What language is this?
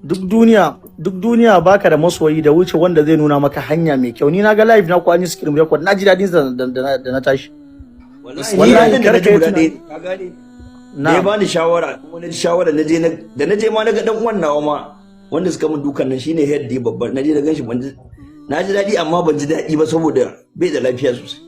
Hausa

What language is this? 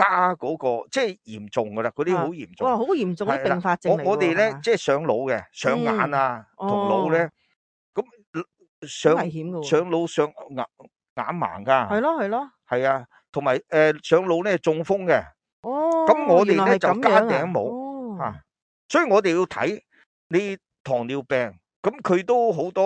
Cantonese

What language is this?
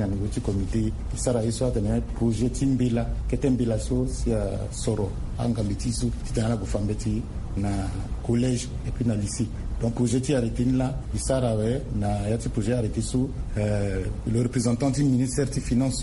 Sango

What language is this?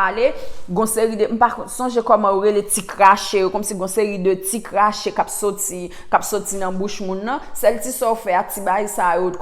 Haitian Creole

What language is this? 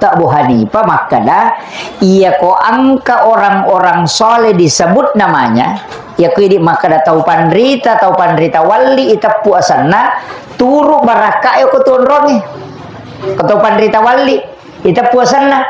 Buginese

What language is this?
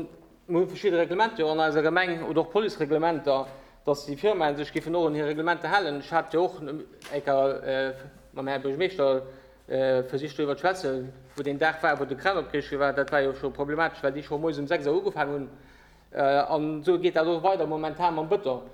Luxembourgish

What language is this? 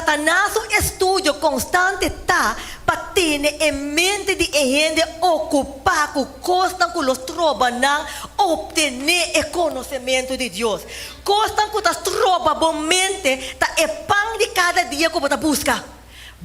Papiamento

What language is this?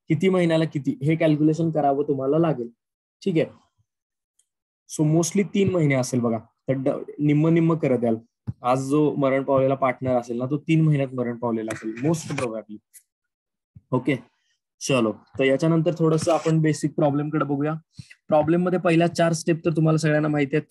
Marathi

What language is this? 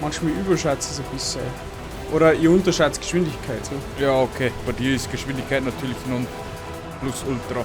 Bavarian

